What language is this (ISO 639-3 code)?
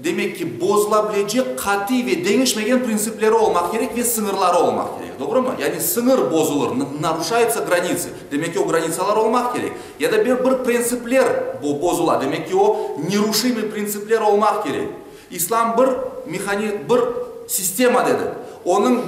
crh